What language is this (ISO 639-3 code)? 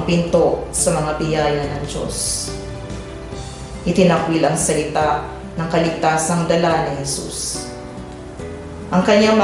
fil